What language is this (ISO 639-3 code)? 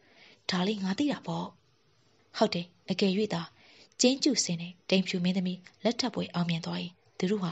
mya